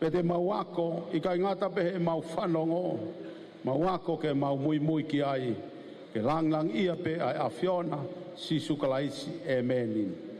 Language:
Tongan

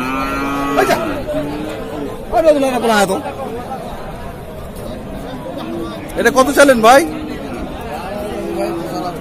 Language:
Bangla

